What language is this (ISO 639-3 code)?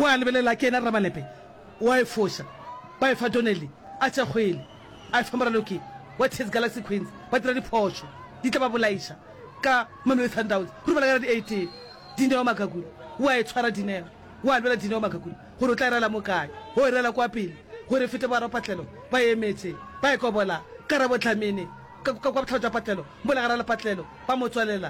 nso